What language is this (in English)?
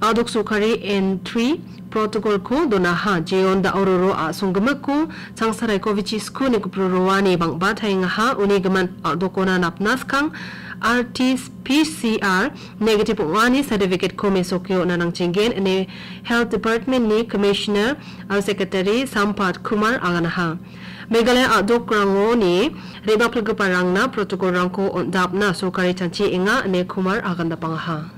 Garo